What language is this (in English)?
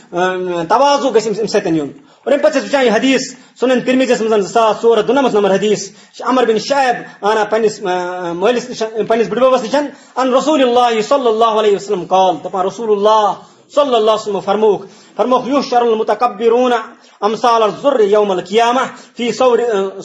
Kashmiri